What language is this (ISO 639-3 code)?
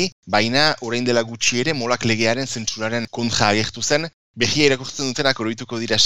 eus